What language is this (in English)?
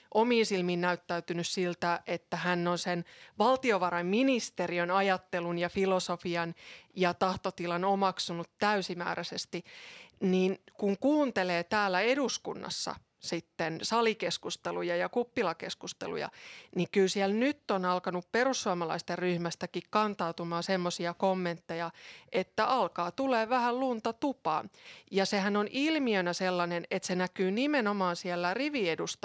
Finnish